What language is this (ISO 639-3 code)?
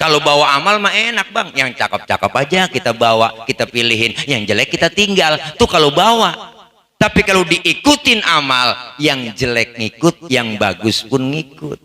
bew